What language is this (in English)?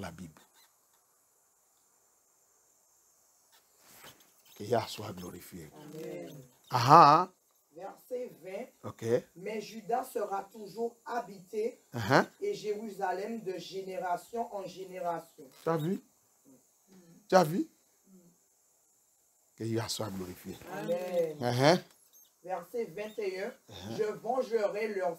French